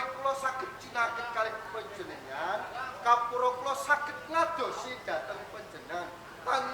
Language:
Javanese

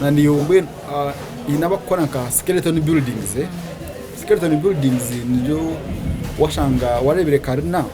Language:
Nyankole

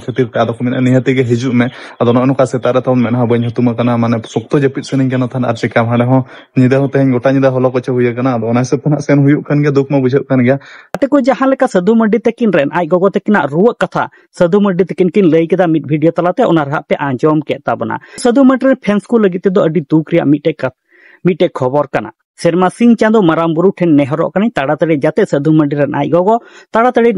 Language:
Santali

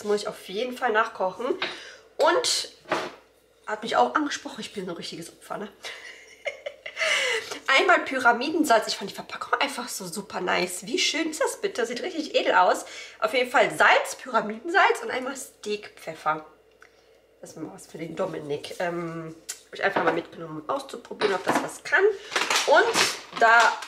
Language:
German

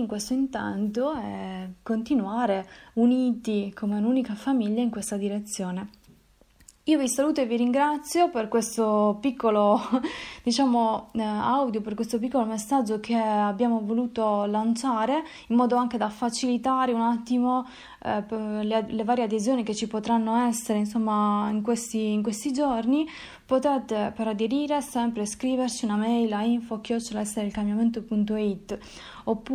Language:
Italian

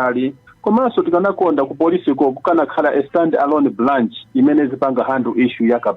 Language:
Nyanja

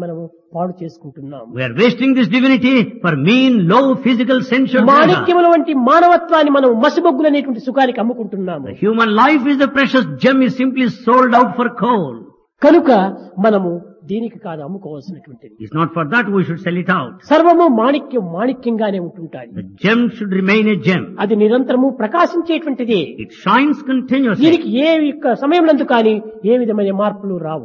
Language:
Telugu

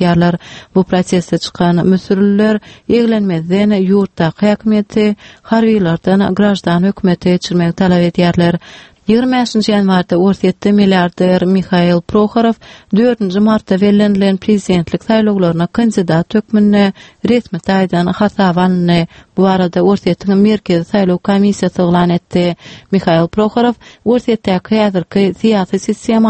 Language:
Turkmen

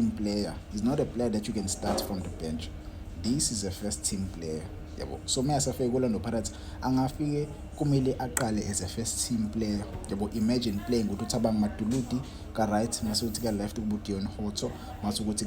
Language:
Zulu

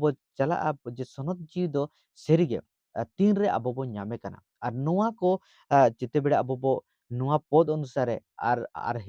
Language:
Santali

